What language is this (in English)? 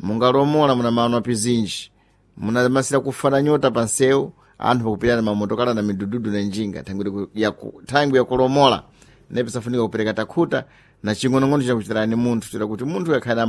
Sena